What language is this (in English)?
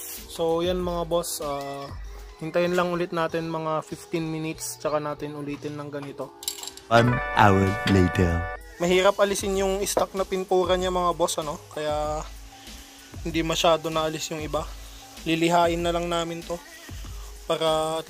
Filipino